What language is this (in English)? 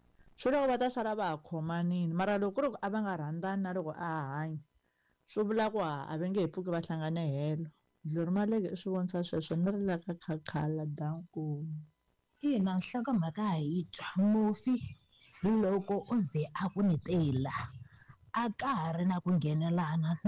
Tsonga